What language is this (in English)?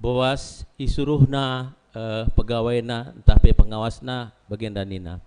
Batak Karo